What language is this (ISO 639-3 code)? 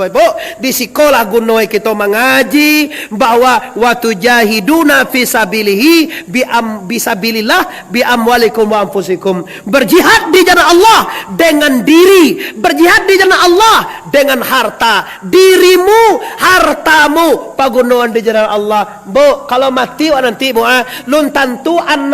min